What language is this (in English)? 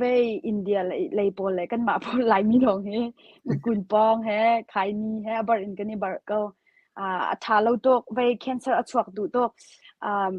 Hakha Chin